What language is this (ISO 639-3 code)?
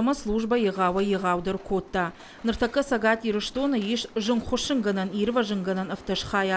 oss